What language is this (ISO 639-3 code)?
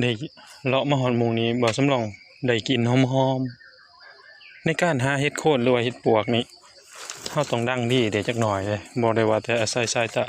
tts